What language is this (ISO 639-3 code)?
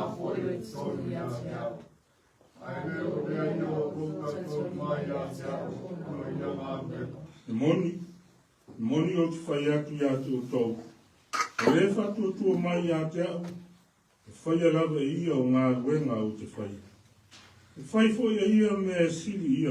smo